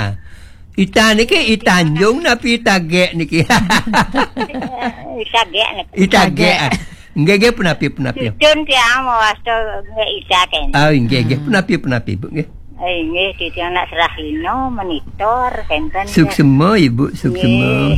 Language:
Balinese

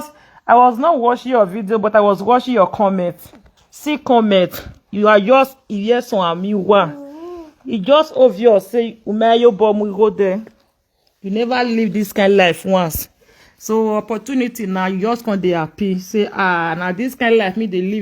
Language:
Nigerian Pidgin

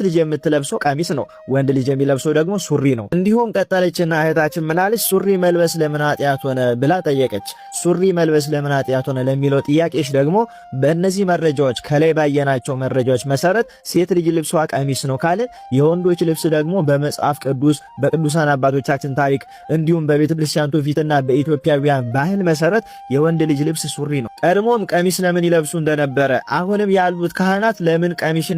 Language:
Amharic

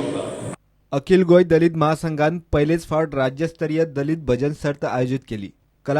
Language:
Konkani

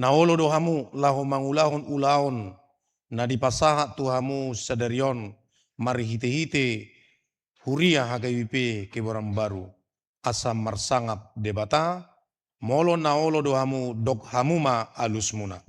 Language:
Batak Toba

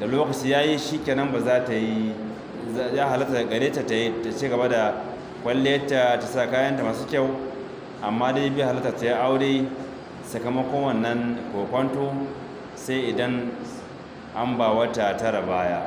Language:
Hausa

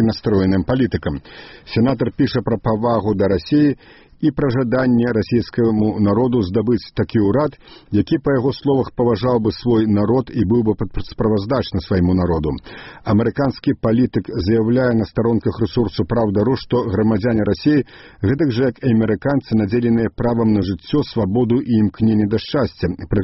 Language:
Belarusian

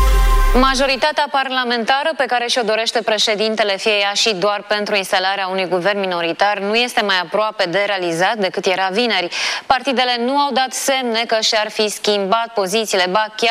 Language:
Romanian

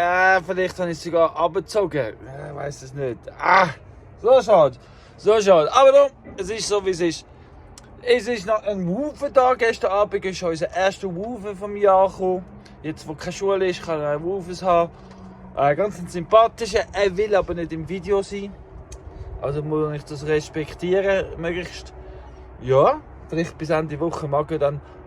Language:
Swiss German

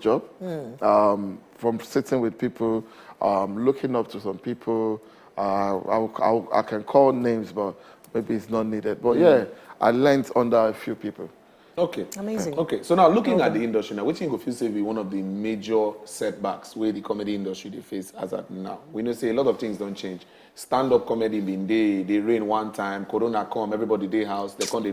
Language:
Nigerian Pidgin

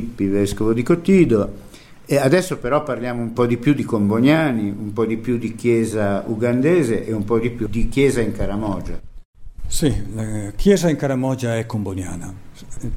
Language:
Italian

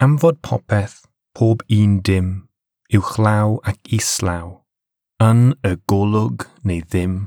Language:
Welsh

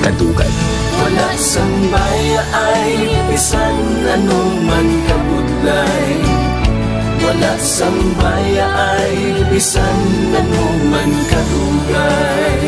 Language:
Hiligaynon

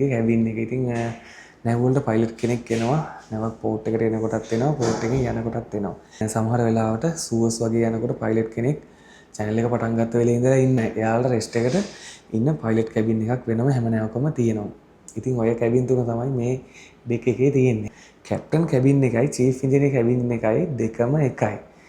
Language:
Sinhala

